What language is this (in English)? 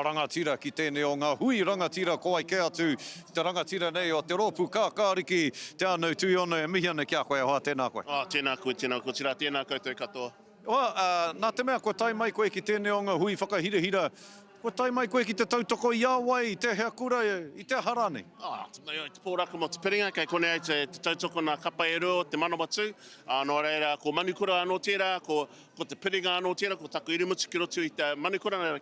Māori